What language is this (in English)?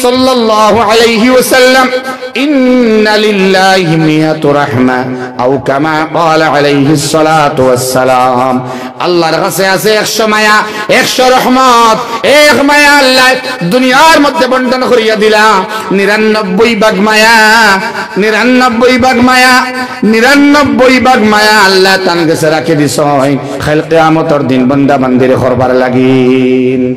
Sylheti